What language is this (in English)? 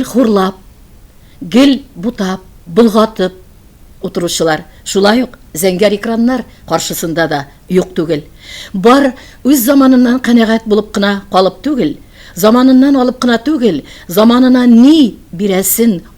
Tatar